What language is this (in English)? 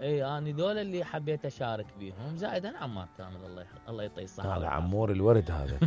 Mesopotamian Arabic